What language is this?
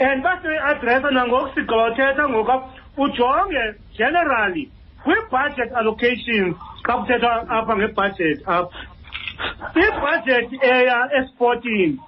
Xhosa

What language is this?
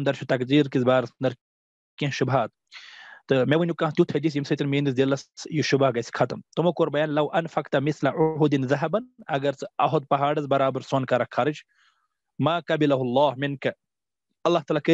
Kashmiri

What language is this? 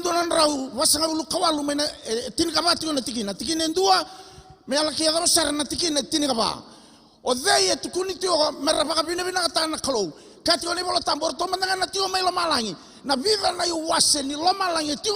Fijian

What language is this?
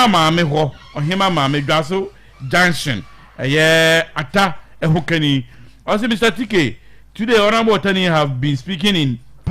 Akan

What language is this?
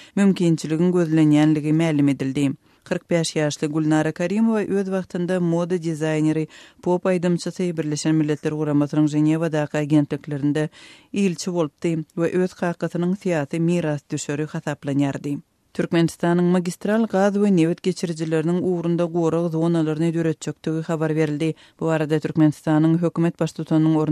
Turkmen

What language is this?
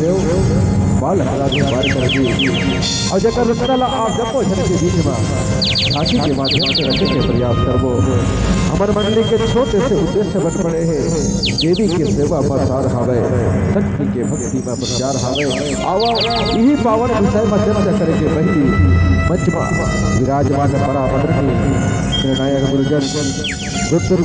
Chhattisgarhi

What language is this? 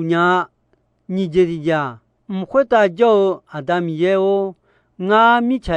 Akha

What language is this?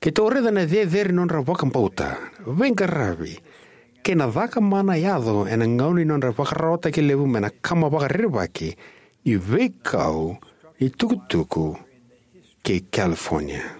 Fijian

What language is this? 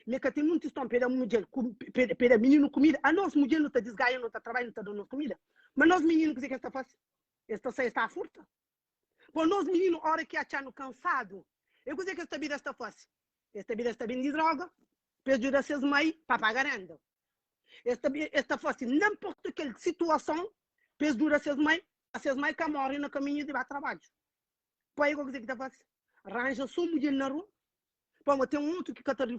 Kabuverdianu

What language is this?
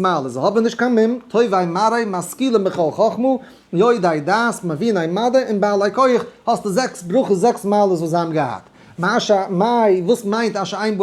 Yiddish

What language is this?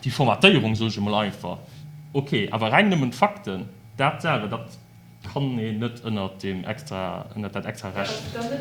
Luxembourgish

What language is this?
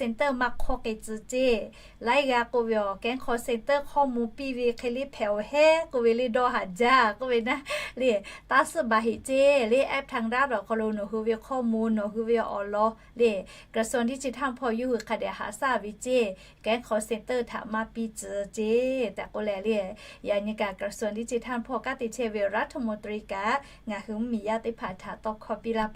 Lahu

